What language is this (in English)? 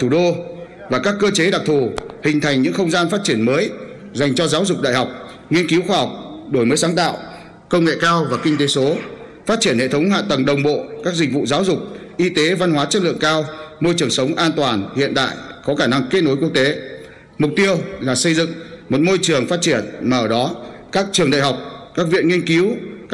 Vietnamese